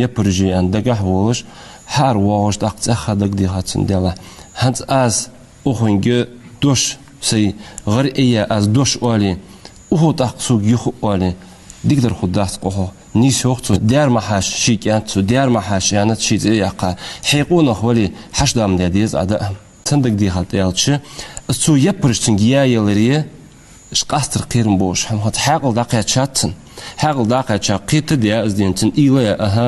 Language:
Ingush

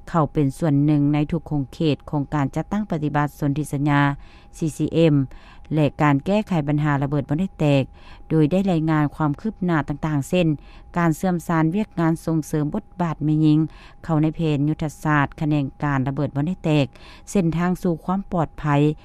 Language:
Lao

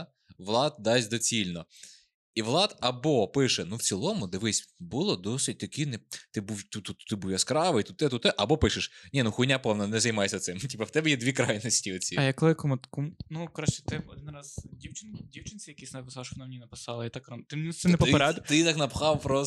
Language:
Ukrainian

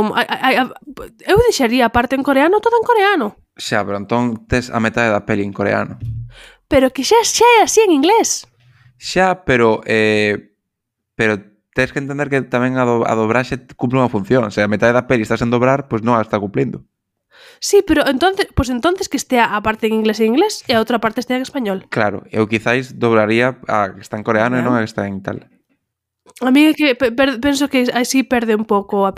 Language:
Galician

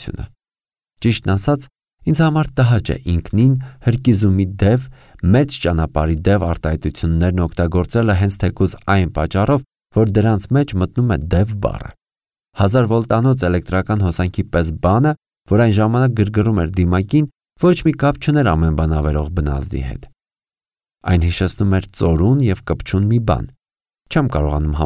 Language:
Armenian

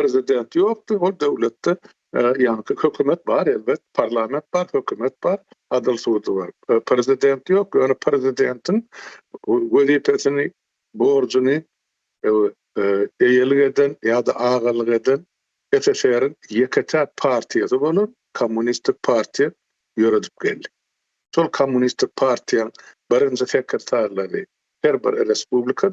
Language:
Turkmen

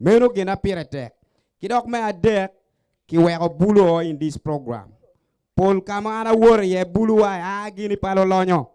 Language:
Acoli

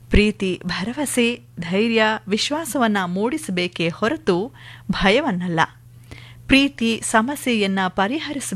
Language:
Kannada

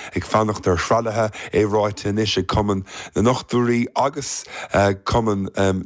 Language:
Irish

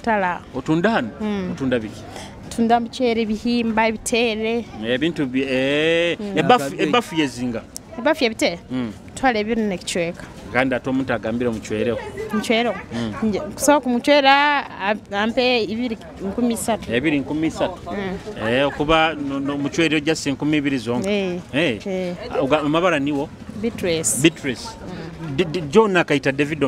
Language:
Nyoro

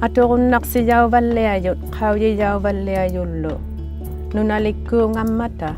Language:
Inuktitut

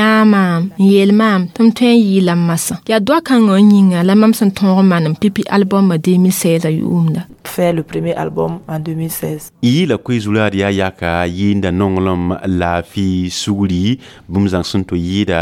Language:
Mossi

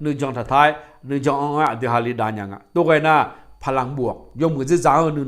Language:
Akha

